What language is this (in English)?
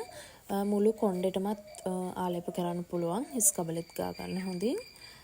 Sinhala